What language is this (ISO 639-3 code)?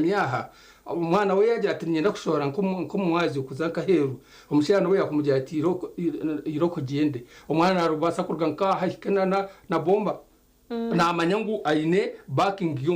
nyn